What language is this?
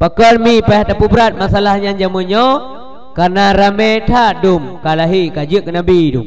Achinese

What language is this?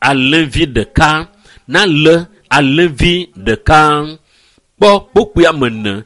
Ewe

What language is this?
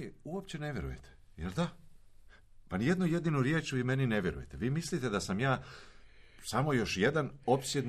Croatian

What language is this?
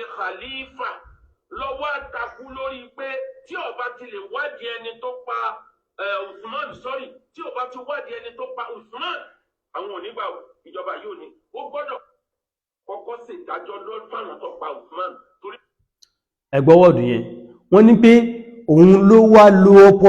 Yoruba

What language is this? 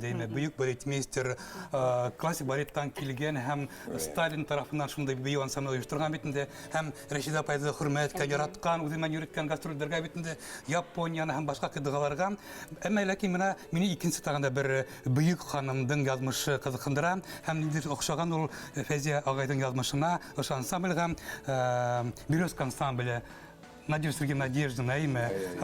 Bashkir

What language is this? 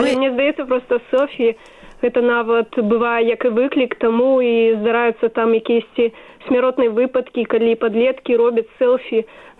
Belarusian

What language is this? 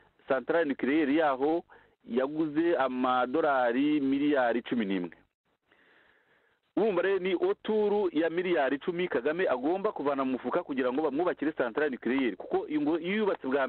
Kinyarwanda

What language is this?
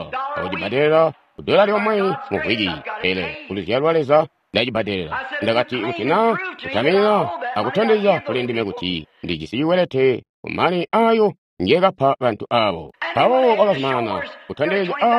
Tonga (Zambia)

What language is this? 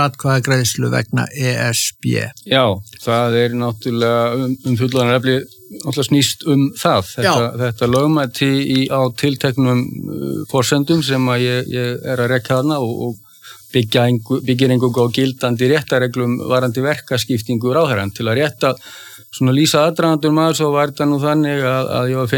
Icelandic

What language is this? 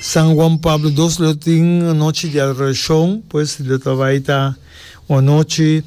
Papiamento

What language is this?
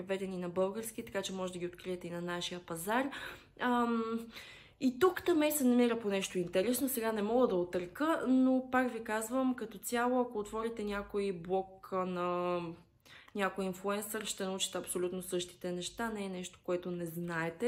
Bulgarian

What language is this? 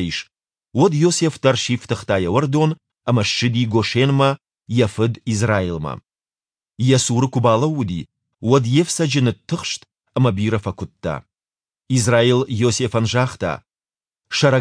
Ossetic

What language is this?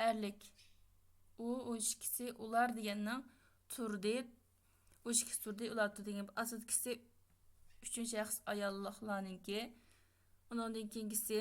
Uyghur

